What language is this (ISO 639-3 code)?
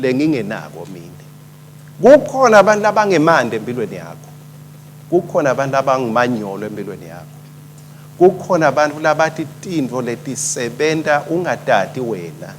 ssw